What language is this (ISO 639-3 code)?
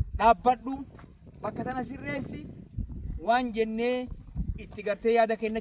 orm